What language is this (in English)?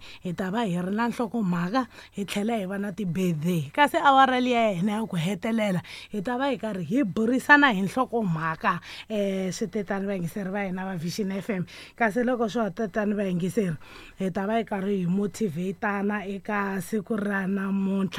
Tsonga